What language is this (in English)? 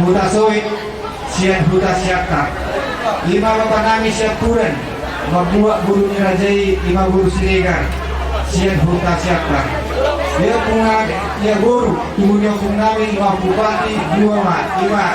Batak Toba